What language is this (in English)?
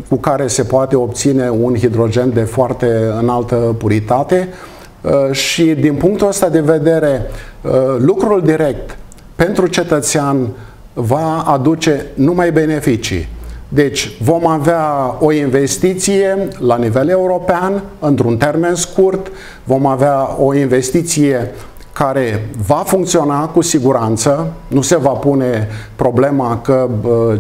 Romanian